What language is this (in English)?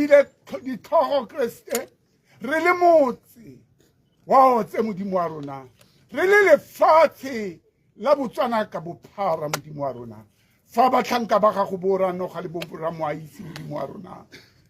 Tswana